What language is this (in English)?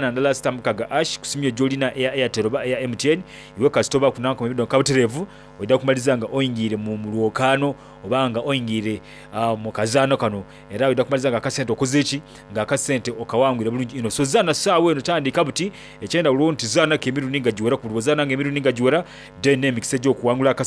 Soga